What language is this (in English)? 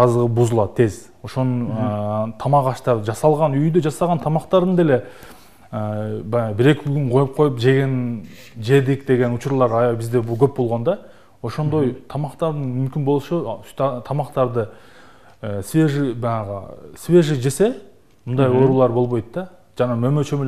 Kyrgyz